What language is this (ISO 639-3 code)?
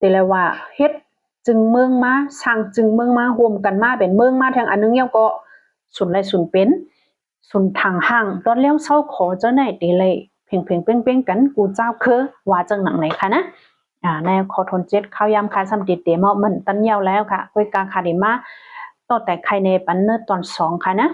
shn